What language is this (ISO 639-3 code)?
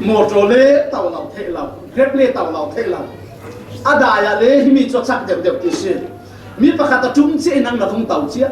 cfm